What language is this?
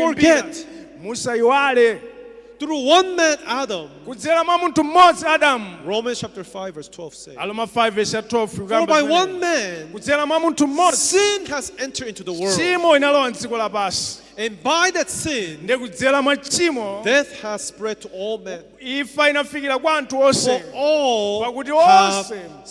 Nyanja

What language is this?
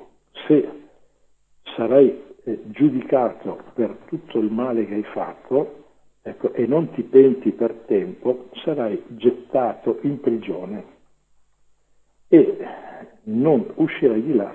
Italian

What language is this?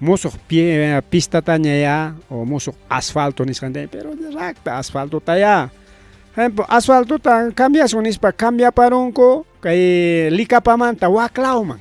Ayacucho Quechua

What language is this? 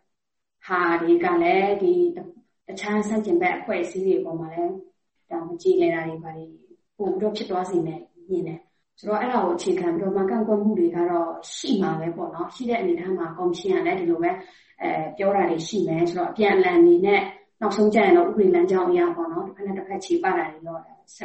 Burmese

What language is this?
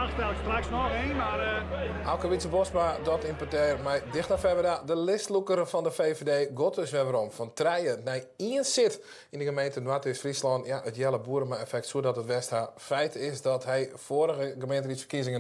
Western Frisian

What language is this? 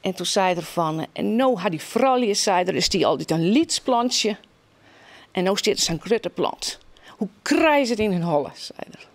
Western Frisian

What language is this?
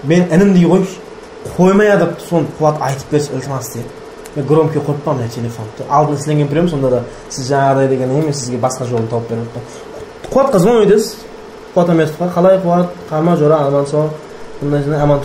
Kara-Kalpak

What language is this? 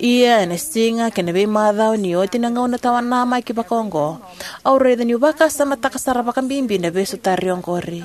Fijian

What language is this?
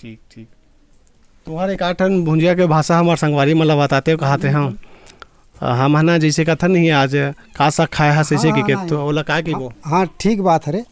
Chhattisgarhi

